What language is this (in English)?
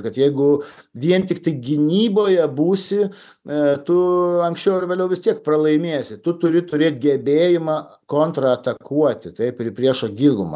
Lithuanian